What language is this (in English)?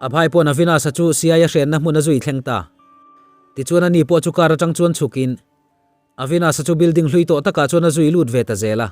Mizo